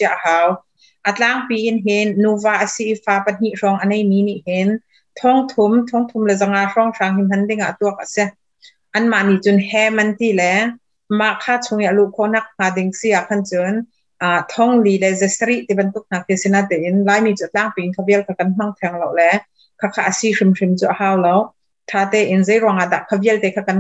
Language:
Hakha Chin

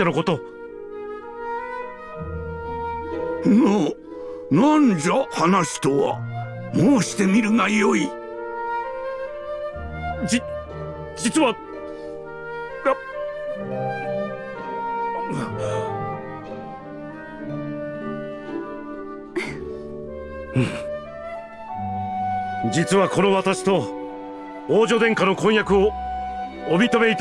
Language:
Japanese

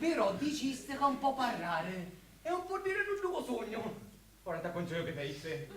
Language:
Sicilian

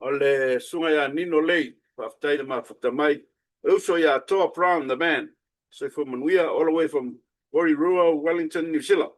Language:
Samoan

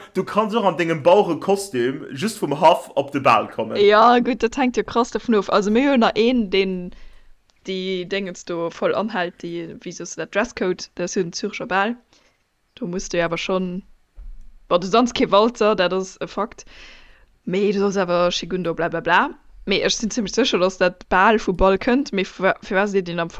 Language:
Luxembourgish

